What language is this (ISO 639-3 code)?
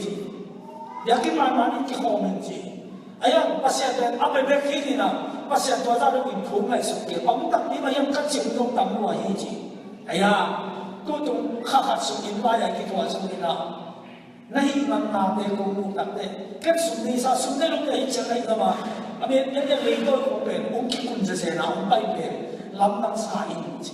ctd